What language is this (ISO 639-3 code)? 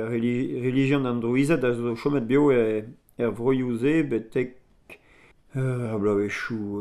bre